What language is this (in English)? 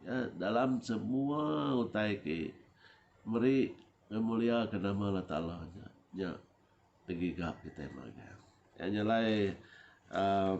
Iban